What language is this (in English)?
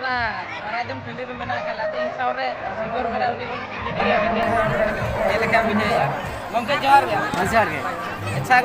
Santali